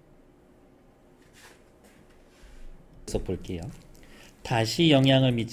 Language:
Korean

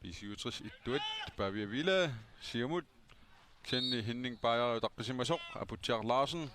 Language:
Kalaallisut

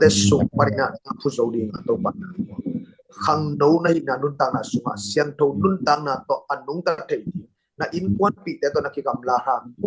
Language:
Tedim Chin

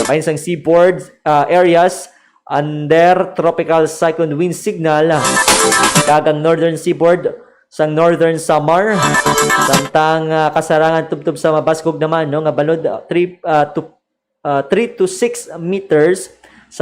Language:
Hiligaynon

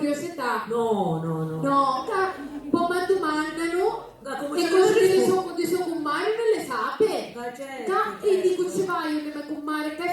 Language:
Sicilian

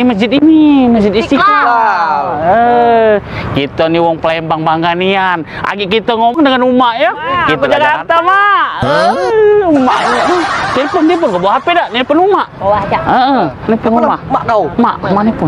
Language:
Musi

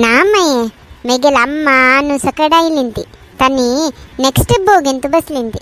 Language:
Konkani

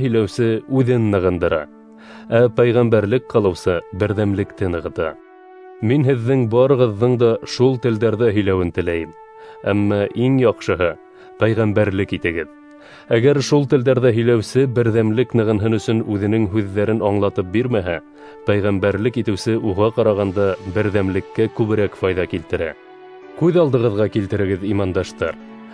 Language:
Bashkir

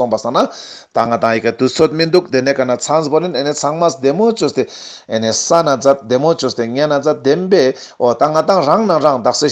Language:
Ladakhi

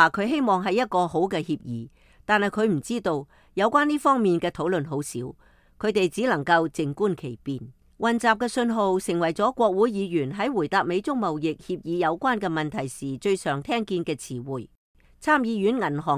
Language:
Cantonese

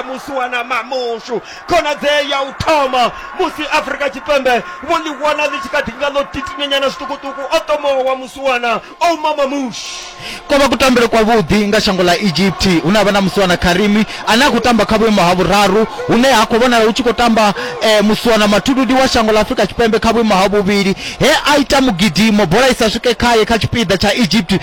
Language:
Venda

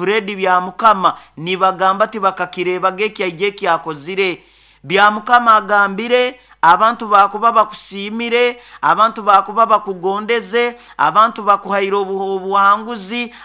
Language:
Nyoro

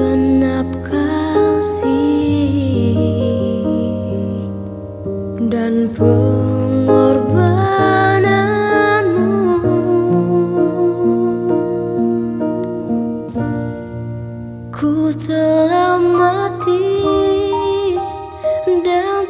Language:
Indonesian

